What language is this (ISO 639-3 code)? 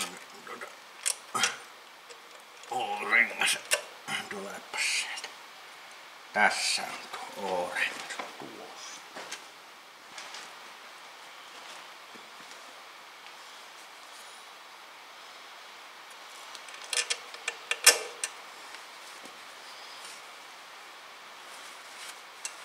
fin